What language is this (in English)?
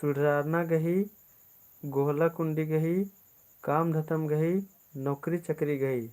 Kurukh